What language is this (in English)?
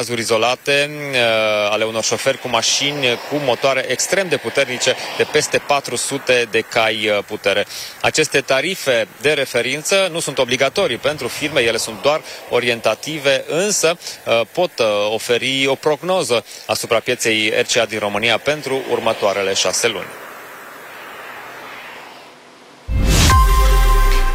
Romanian